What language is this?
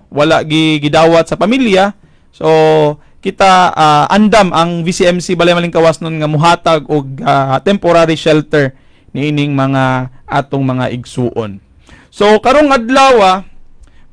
Cebuano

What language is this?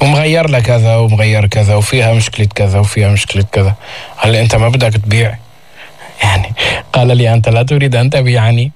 North Levantine Arabic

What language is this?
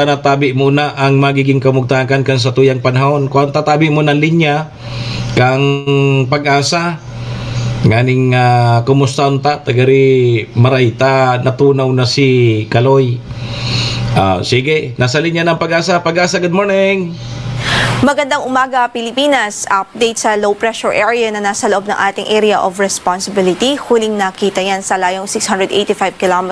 Bikol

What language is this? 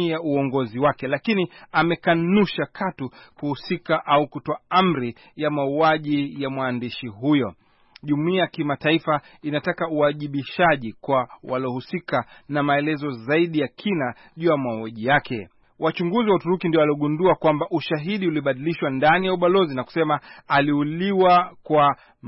Swahili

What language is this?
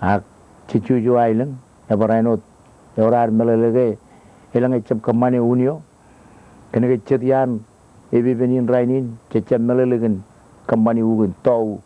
Marshallese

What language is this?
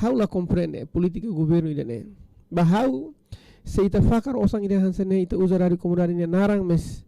Tetum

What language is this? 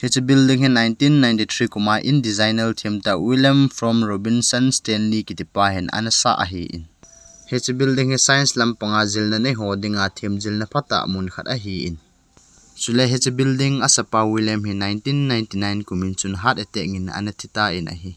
Thado Chin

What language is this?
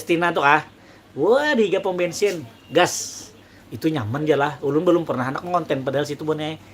Banjar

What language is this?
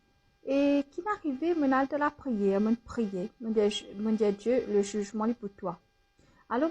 Morisyen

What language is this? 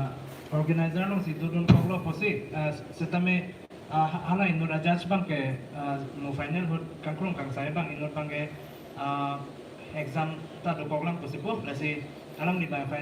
Karbi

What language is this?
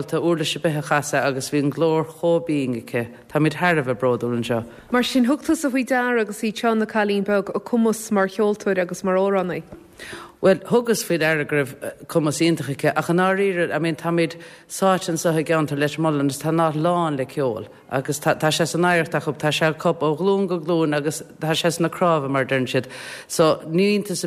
Irish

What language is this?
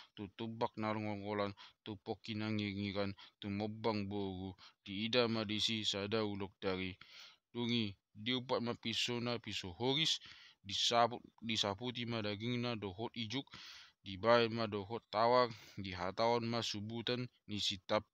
Batak Toba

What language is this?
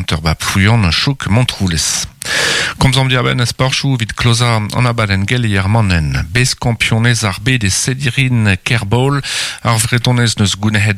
Breton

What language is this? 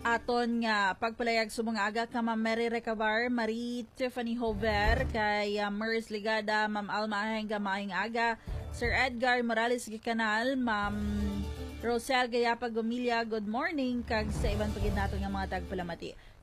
Hiligaynon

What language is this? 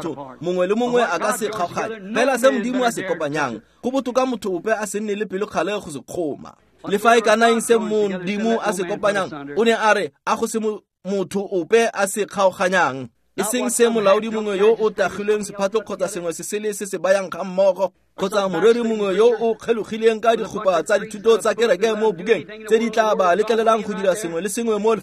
Tswana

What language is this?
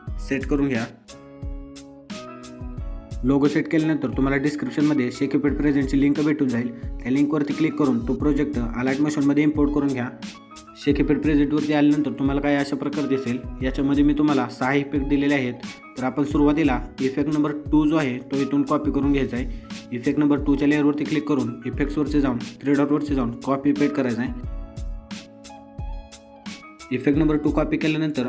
Marathi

